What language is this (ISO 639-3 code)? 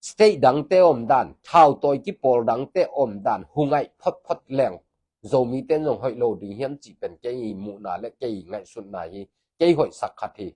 ctd